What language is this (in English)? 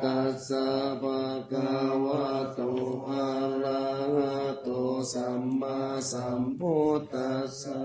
Pali